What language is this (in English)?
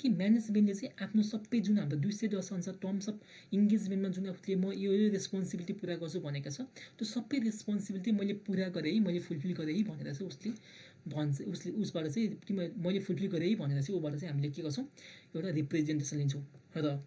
Nepali